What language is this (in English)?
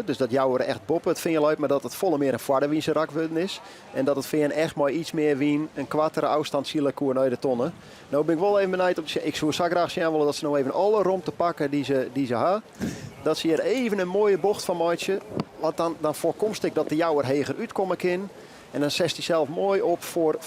Western Frisian